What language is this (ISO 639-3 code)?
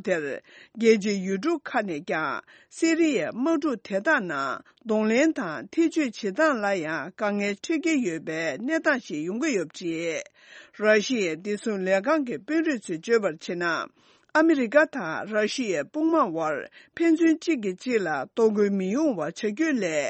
bod